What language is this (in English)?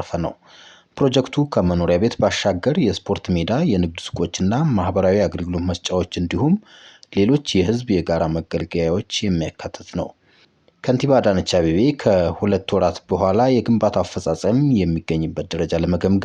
Amharic